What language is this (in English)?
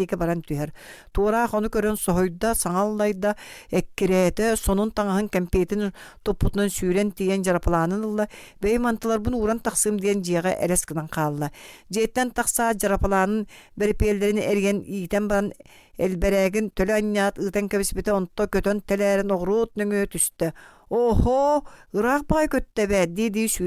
Yakut